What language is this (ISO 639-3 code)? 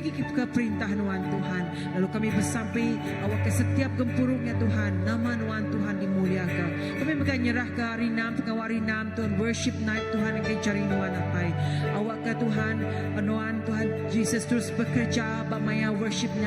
iba